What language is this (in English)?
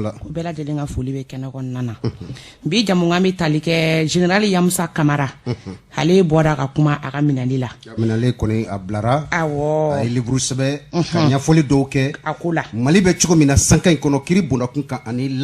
Bambara